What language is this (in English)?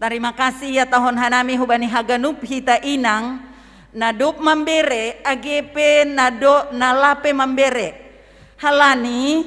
Batak Simalungun